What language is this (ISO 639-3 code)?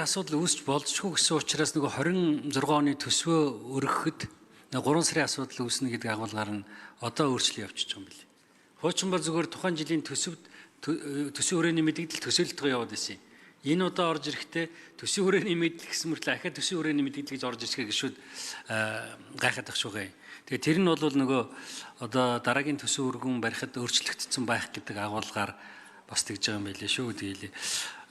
mon